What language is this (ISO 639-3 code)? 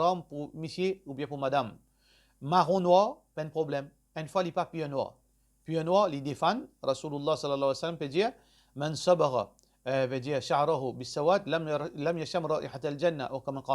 mfe